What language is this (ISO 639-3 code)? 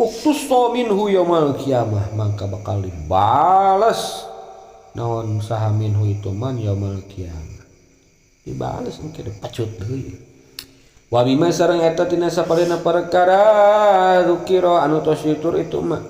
sun